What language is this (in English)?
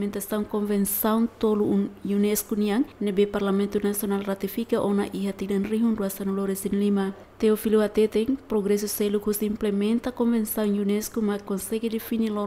Tetum